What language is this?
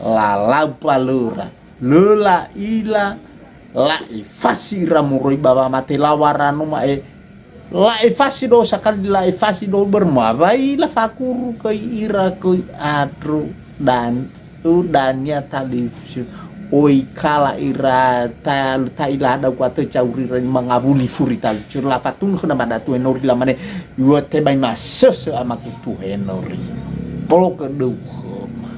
Nias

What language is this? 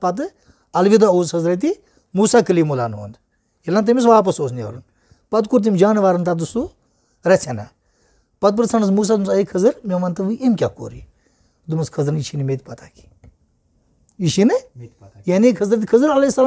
Kashmiri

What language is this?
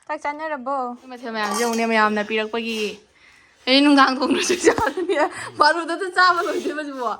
Manipuri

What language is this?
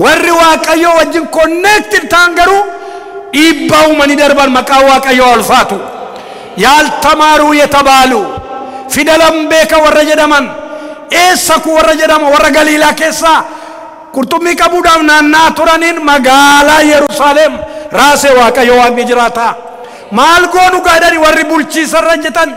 Oromo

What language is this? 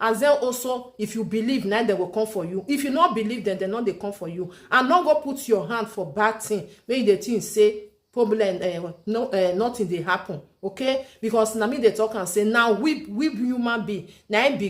Nigerian Pidgin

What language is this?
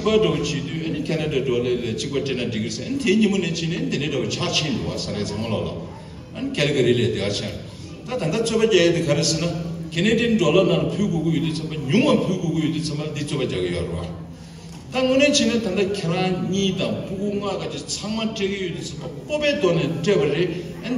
Tibetan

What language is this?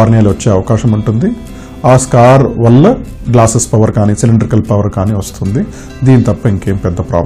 Telugu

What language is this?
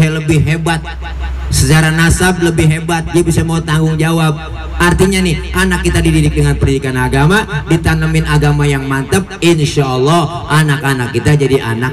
Betawi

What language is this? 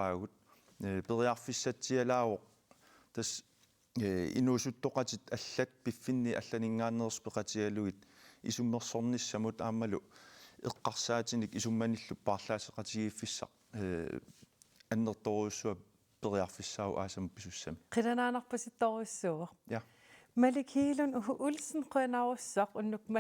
Kalaallisut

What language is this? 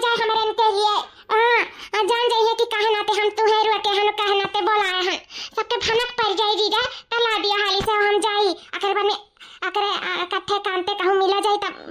Awadhi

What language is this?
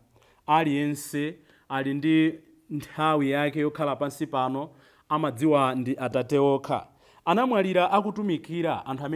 Nyanja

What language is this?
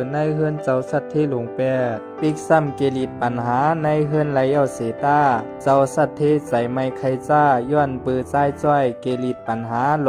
Shan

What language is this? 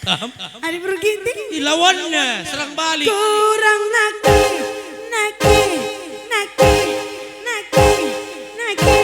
Batak Karo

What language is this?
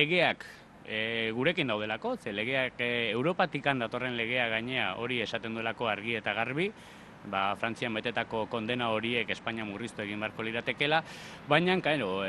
Basque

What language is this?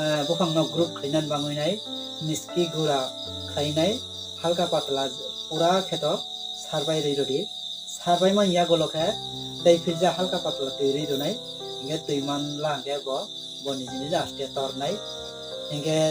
Kok Borok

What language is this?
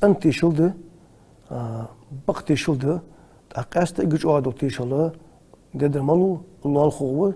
Ingush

